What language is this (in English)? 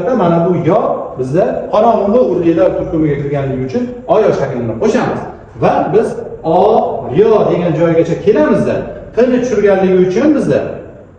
Uzbek